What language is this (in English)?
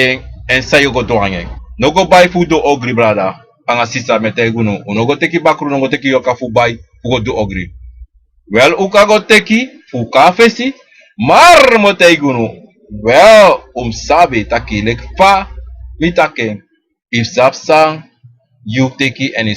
Sranan Tongo